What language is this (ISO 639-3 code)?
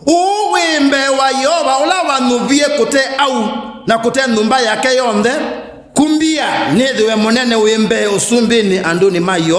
kam